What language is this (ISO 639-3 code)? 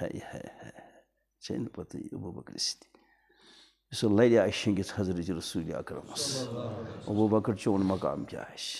kas